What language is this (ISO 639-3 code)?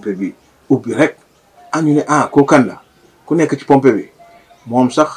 wol